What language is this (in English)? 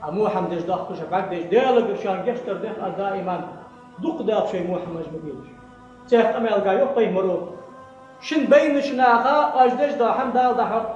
Ingush